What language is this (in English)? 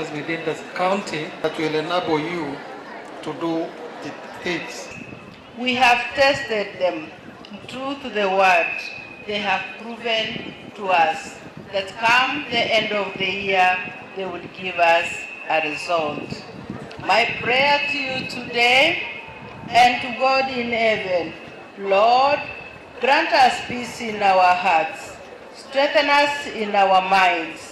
Gusii